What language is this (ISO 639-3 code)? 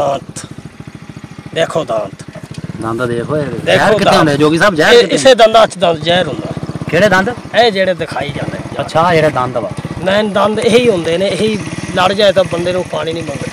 pan